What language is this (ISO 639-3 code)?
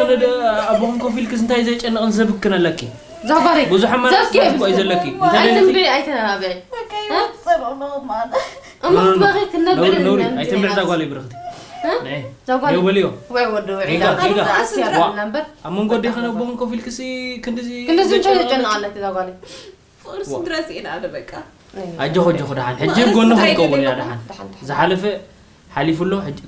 tir